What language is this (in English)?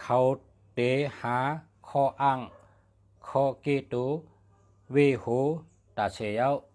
Shan